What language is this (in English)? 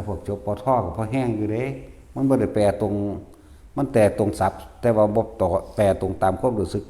Lao